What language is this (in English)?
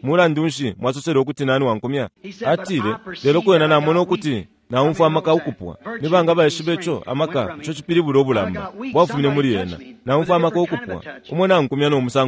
Bemba